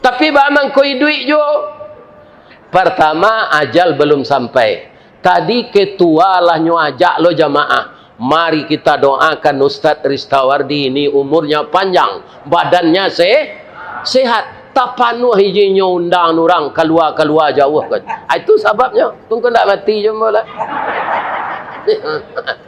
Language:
Minangkabau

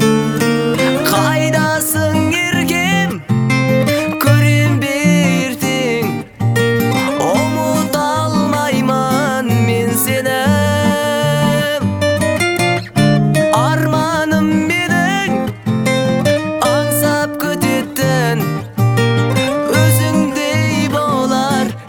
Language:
Kazakh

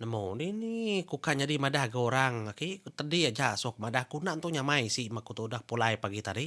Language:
Iban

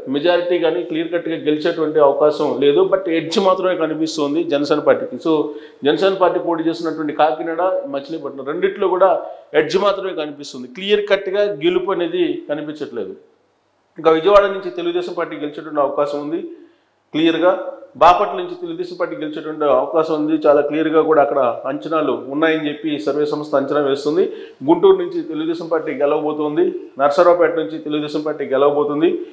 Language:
Telugu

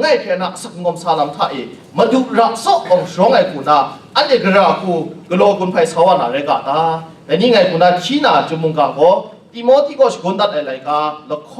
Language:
Kachin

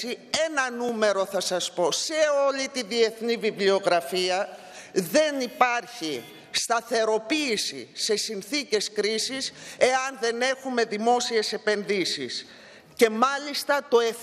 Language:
Greek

